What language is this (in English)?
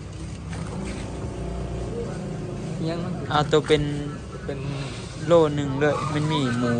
Northeastern Thai